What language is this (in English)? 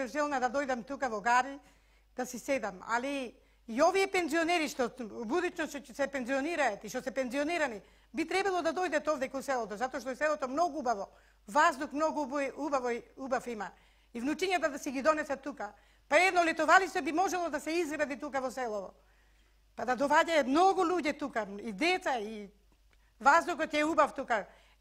Macedonian